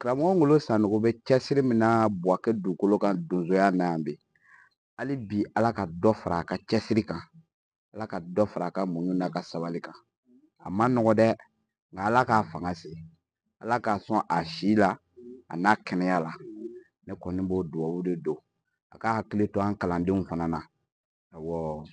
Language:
Bambara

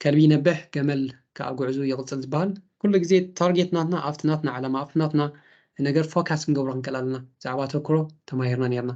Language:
Tigrinya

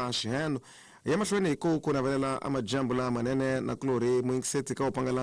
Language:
Tsonga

